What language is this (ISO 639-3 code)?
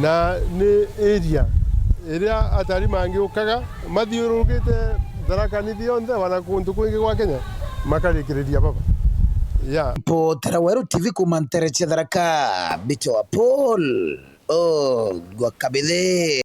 mer